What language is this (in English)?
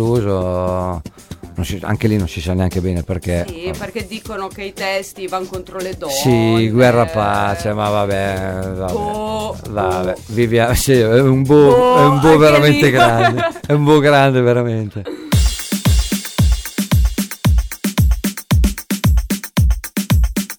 Italian